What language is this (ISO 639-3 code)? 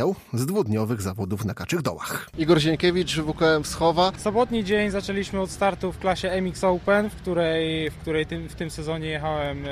pol